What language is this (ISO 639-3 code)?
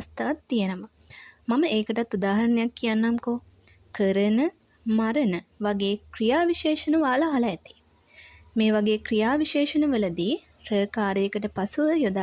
sin